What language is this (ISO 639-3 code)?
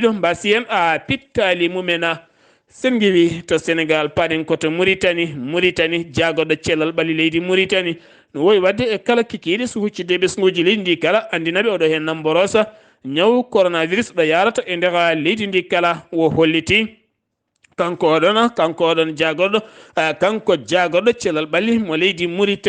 ful